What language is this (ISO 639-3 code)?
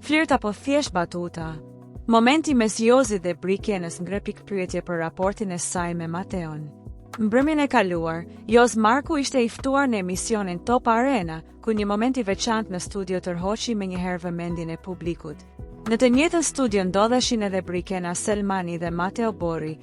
sqi